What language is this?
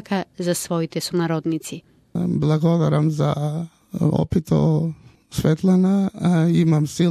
Macedonian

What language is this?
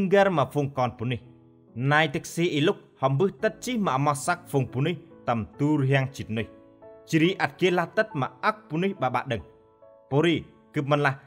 Central Mnong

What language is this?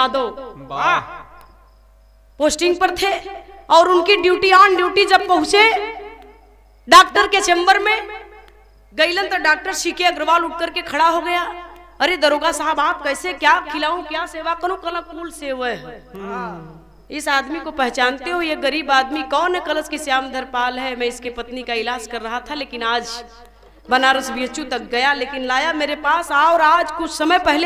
Bhojpuri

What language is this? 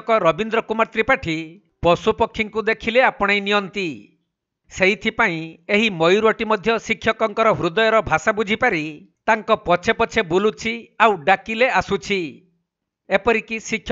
Odia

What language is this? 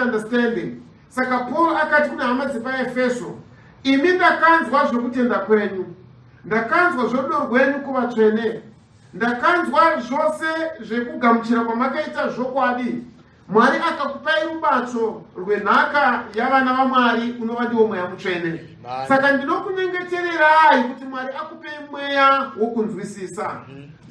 Shona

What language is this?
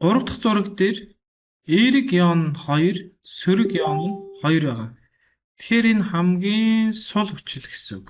Mongolian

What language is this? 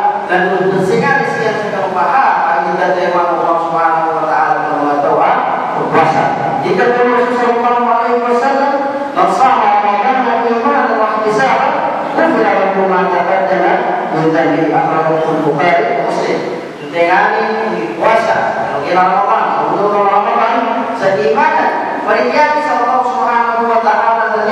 Malay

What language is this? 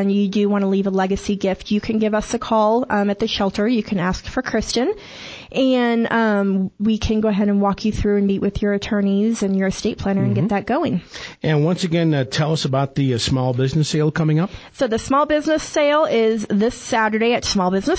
English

